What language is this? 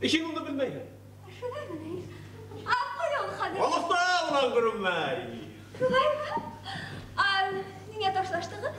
Bashkir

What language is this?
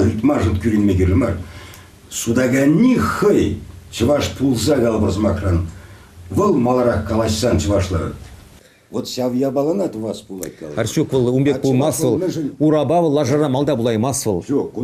Chuvash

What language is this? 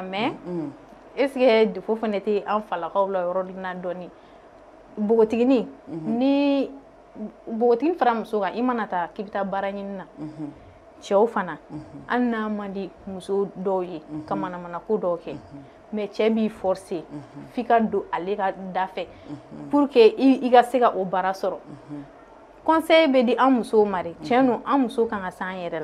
Bambara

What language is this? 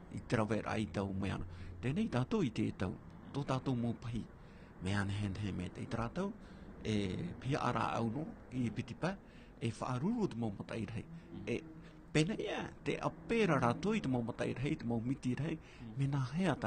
Tahitian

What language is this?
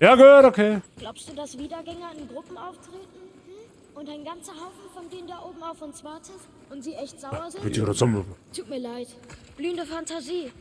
Bavarian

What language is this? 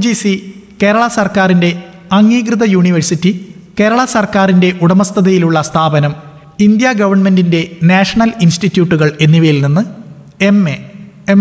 Malayalam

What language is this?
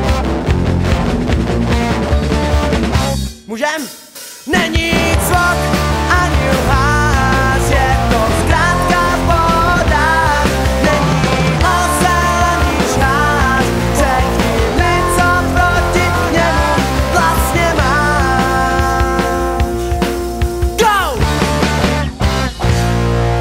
Czech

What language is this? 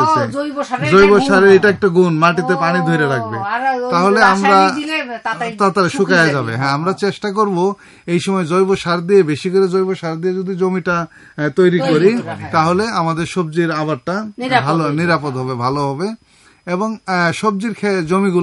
Bangla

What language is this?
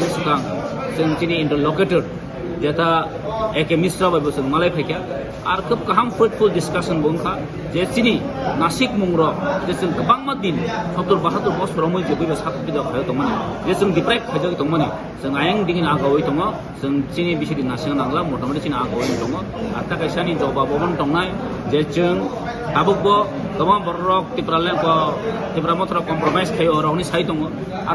Kok Borok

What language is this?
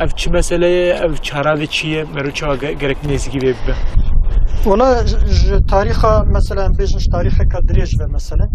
Kurdish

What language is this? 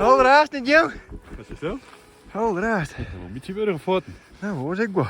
Western Frisian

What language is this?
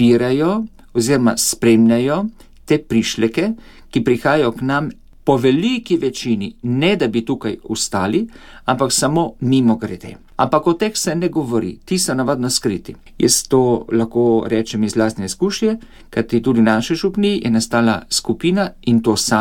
Slovenian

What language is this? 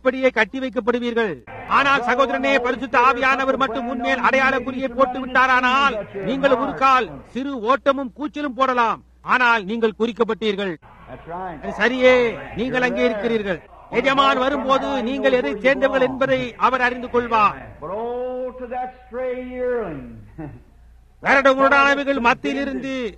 Tamil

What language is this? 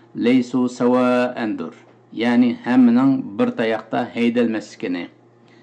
Uyghur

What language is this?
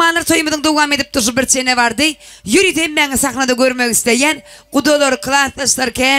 Turkmen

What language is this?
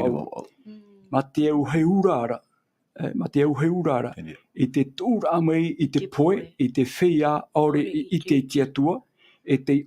Tahitian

